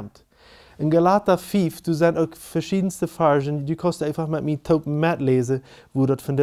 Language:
Plautdietsch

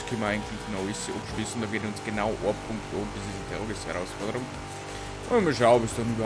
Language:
Bavarian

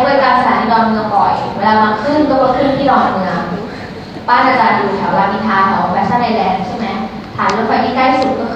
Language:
Thai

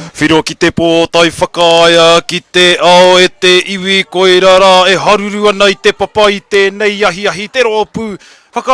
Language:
Māori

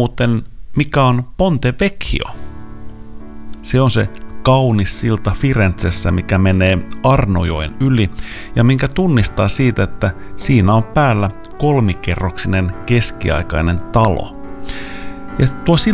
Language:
Finnish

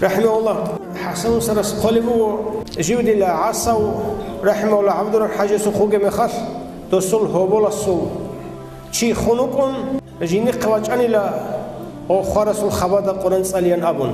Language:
Avaric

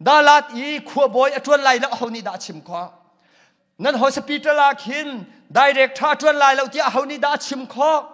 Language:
Hakha Chin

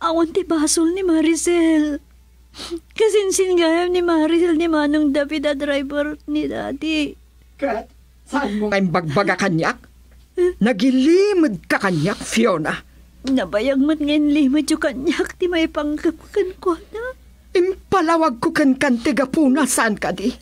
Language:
Iloko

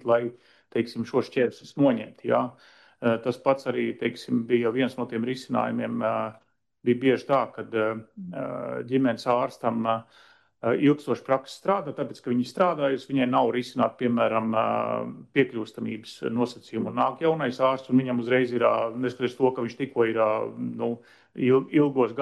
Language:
Latvian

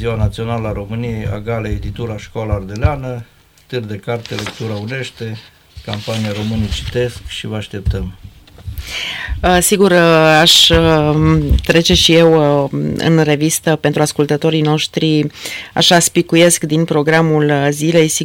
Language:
Romanian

